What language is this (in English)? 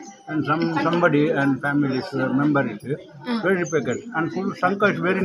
Tulu